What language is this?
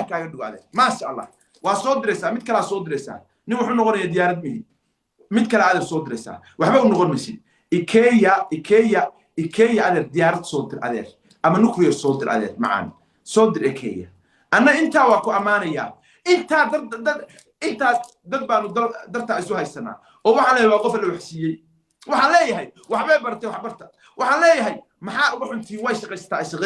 Somali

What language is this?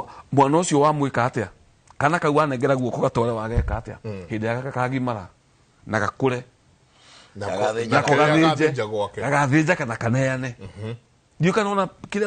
Kikuyu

